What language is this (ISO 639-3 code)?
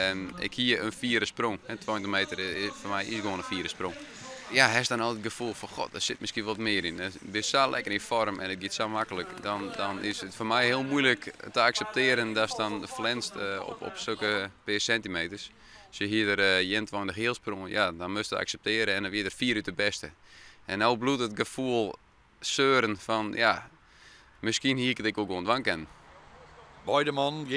fry